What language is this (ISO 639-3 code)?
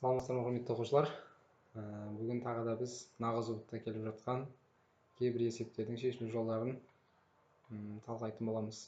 kaz